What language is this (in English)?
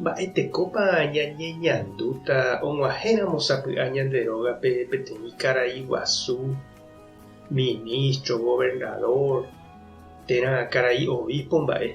Guarani